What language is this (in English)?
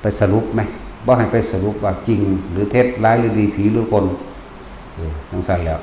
Lao